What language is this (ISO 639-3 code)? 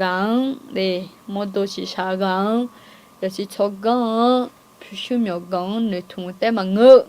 ahk